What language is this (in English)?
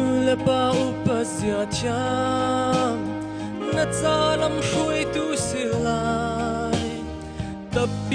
Hakha Chin